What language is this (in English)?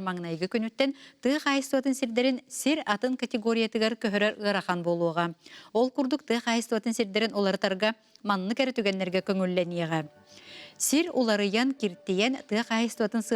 Yakut